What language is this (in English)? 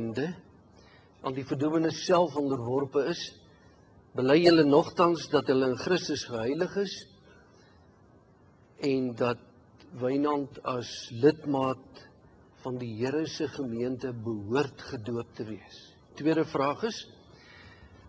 Afrikaans